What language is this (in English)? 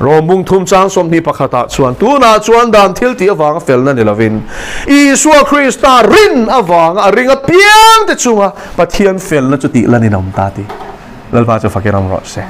Mizo